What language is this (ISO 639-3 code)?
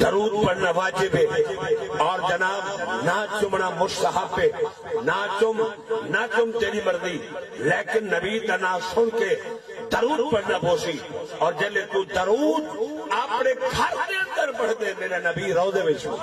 skr